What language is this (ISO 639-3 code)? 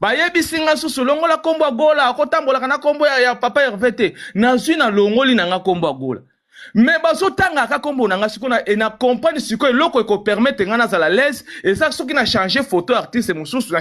lin